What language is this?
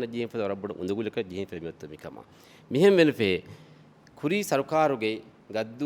Divehi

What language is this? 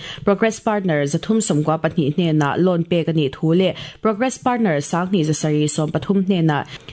Mizo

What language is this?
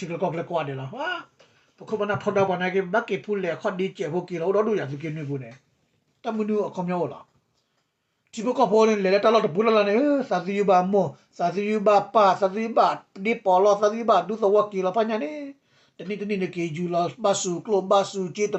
S'gaw Karen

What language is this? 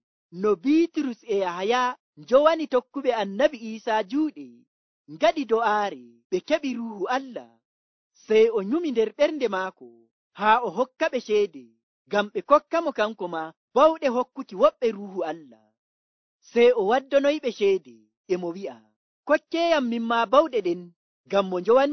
Nigerian Fulfulde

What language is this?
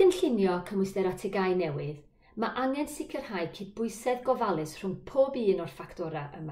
Welsh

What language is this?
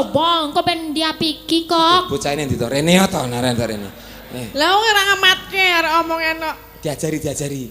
Javanese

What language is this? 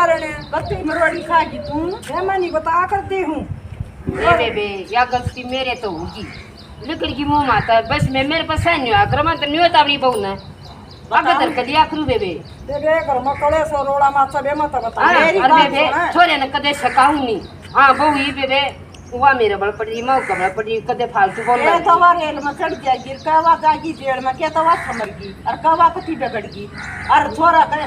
Haryanvi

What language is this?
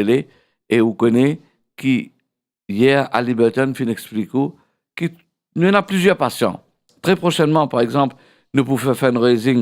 Morisyen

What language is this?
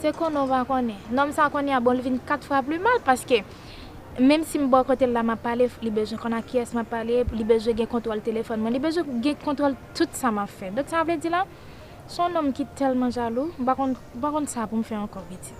Haitian Creole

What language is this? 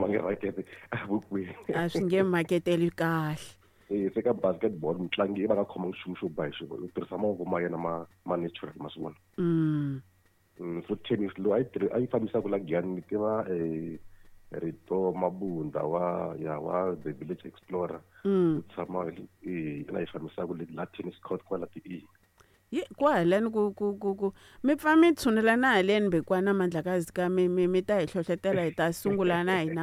Tsonga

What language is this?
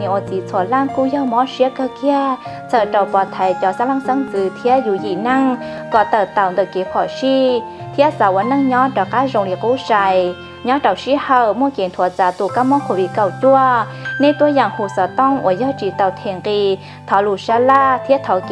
Hmong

